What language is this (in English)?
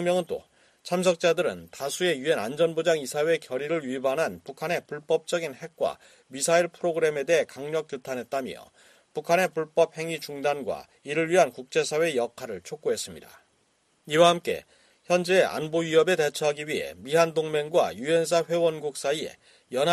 Korean